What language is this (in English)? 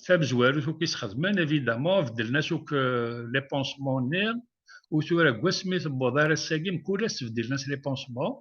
Kabyle